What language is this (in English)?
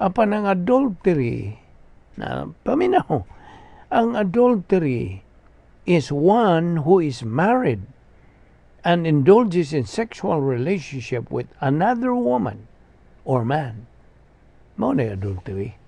Cebuano